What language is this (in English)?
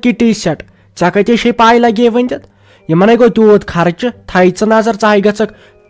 Kashmiri